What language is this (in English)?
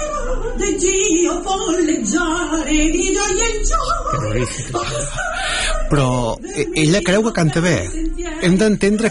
Catalan